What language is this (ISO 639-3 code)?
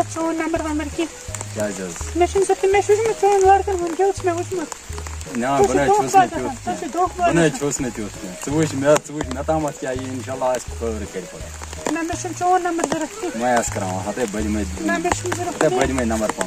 kas